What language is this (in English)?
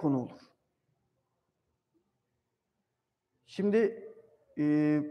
Turkish